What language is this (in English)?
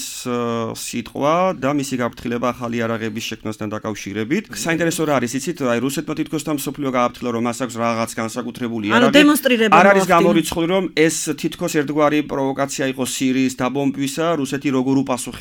Georgian